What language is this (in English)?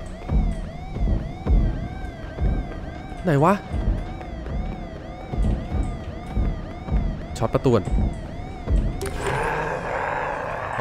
Thai